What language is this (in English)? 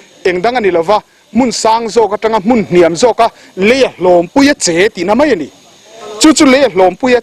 Mizo